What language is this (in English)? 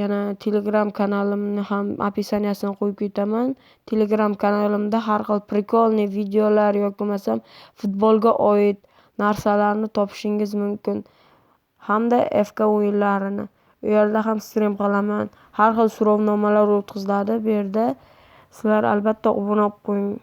Uzbek